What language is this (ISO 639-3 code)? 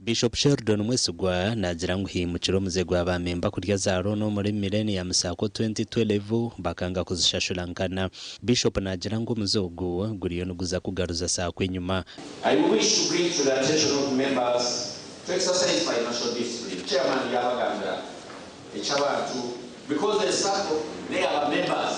nyn